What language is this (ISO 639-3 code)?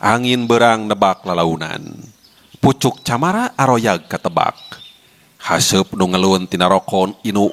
sun